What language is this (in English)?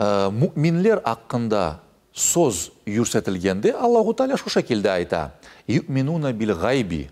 Crimean Tatar